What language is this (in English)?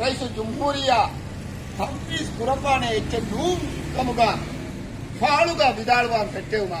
Divehi